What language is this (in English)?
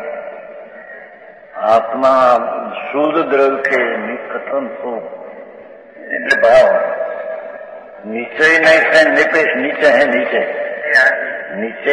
Hindi